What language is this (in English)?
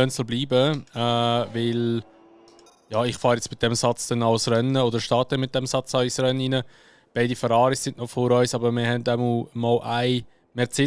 Swiss German